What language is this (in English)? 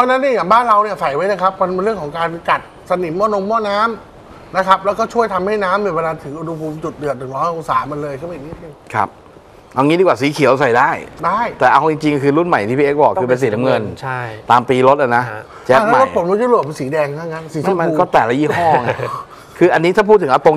Thai